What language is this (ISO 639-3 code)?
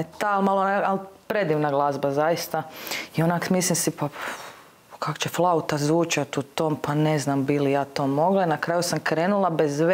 hrv